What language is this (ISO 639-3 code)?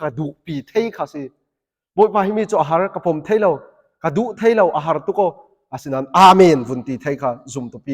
cfm